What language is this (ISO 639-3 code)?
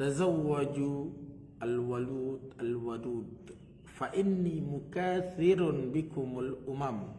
sas